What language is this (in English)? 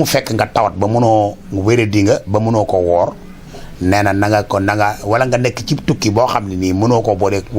Wolof